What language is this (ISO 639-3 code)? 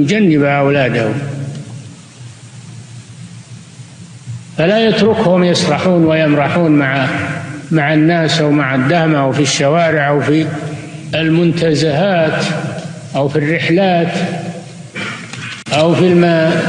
ara